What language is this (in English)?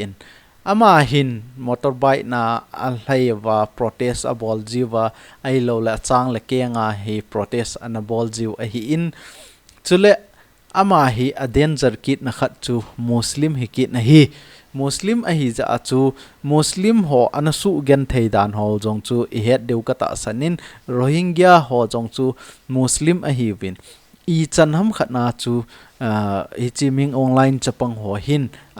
Thado Chin